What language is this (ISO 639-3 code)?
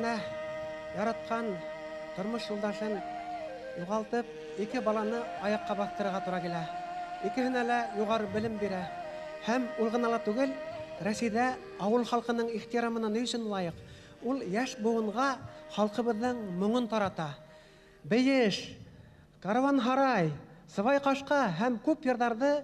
bak